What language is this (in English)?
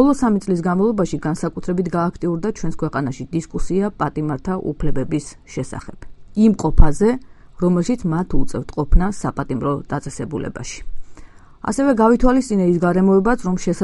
Georgian